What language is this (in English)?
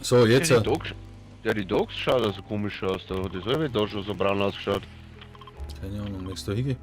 Bavarian